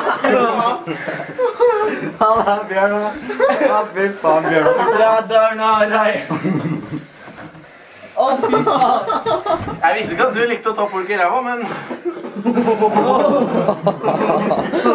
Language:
Norwegian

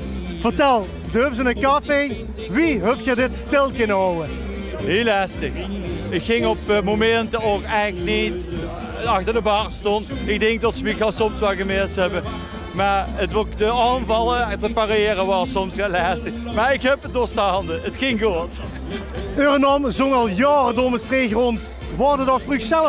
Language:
Limburgish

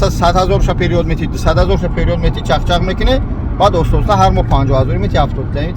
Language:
Tajik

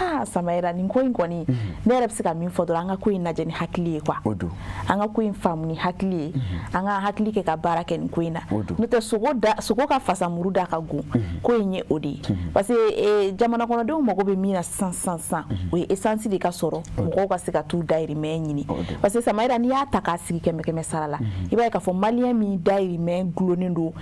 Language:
Bambara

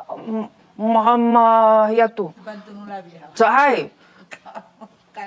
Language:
Sakizaya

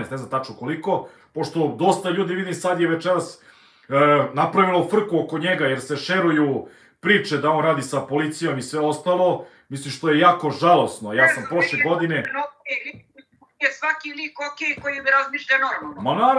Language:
Serbian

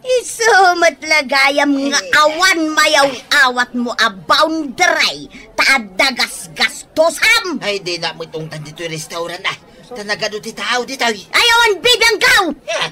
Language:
Iloko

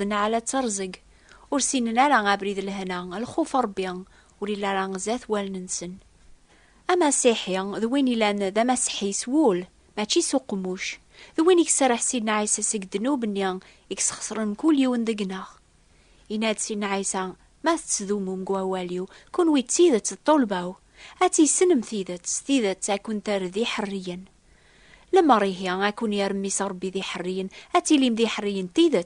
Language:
Kabyle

